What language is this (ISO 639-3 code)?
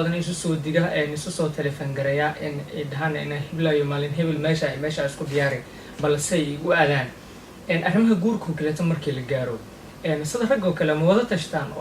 som